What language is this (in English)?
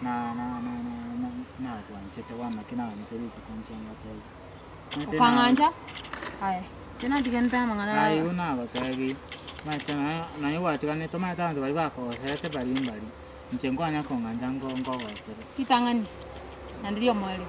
Gusii